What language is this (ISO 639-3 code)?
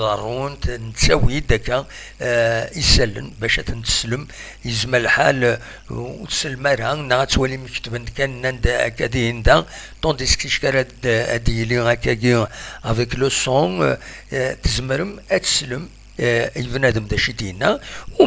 kab